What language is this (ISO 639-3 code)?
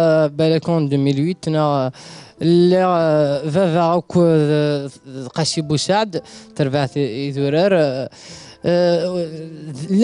kab